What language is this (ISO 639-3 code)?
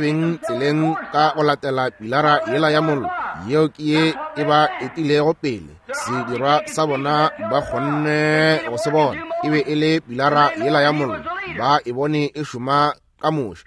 nso